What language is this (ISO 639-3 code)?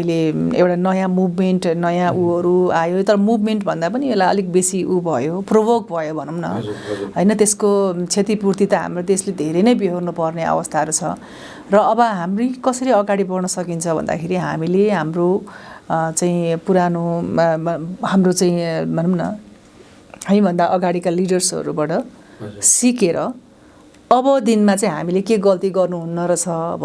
nep